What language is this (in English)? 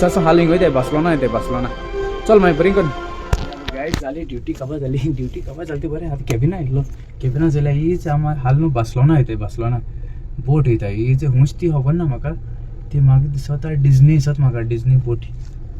Konkani